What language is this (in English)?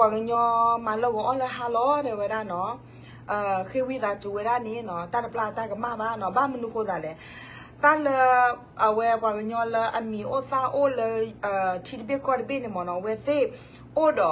S'gaw Karen